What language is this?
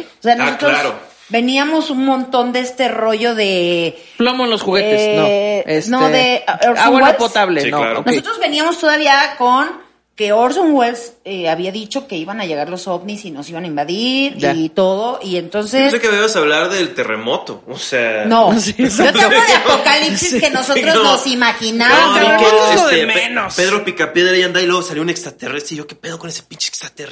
Spanish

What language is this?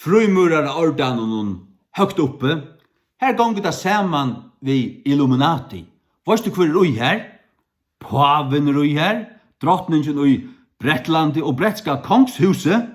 Faroese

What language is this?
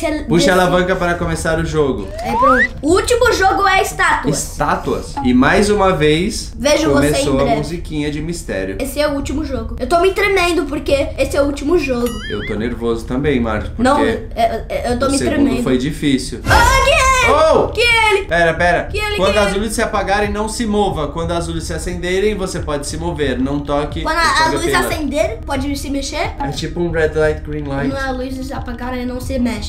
Portuguese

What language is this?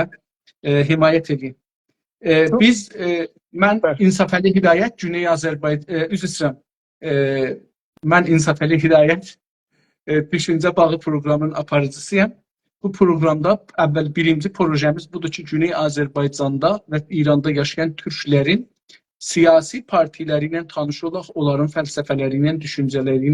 South Azerbaijani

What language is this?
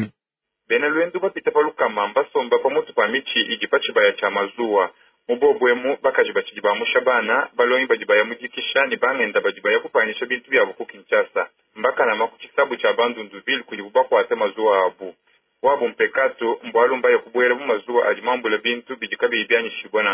Luba-Lulua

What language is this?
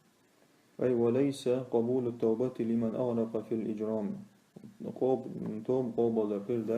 Chechen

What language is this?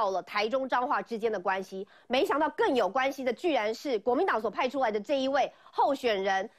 Chinese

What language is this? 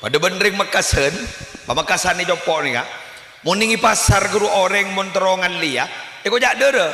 Madurese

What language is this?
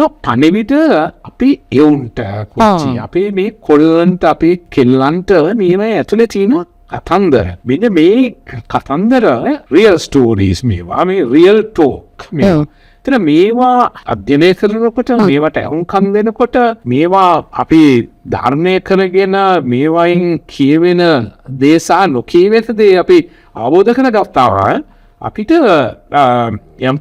Sinhala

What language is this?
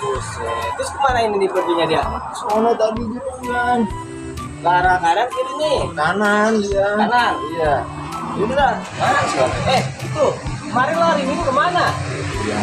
Betawi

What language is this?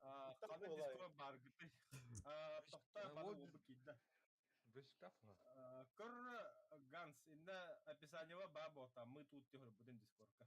Yakut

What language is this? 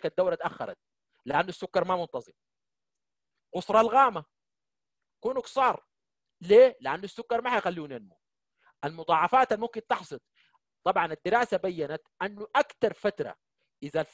Sudanese Arabic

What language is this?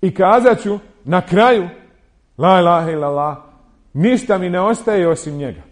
Bosnian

